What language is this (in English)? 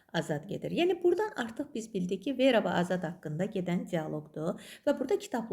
Azerbaijani